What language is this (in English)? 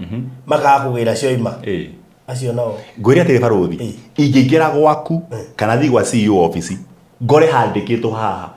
Kikuyu